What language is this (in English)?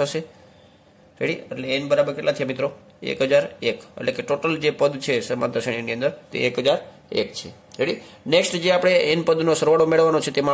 Gujarati